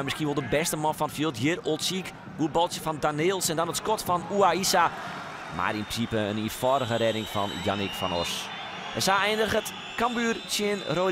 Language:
Western Frisian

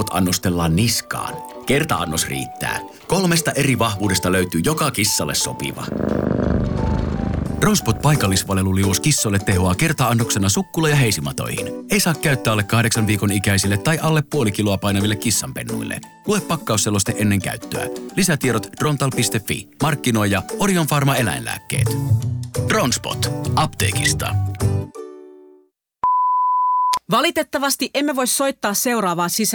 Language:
Finnish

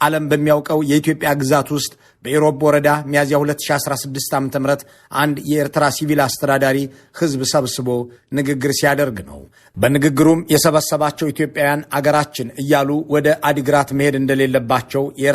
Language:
Amharic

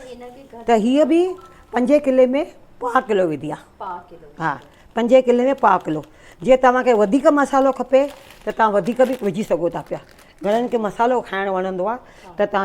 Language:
Sindhi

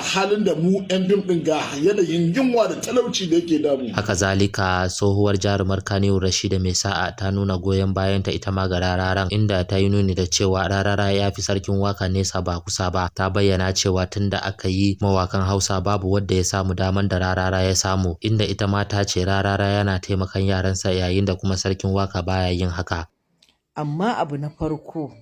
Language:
Hausa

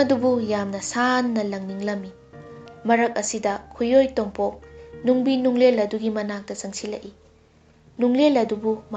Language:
Manipuri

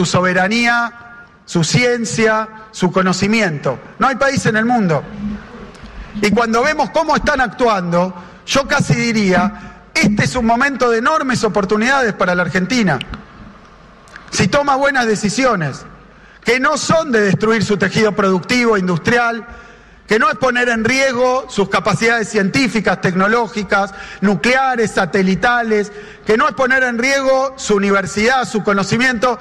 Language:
Spanish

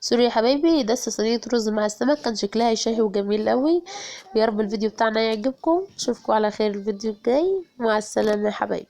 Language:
Egyptian Arabic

